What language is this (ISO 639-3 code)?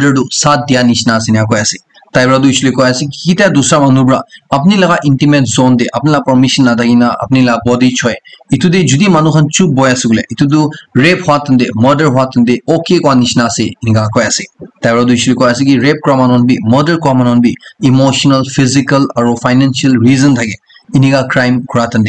nag